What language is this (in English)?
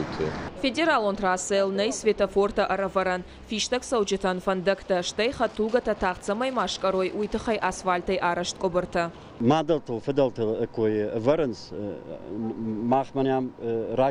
Ossetic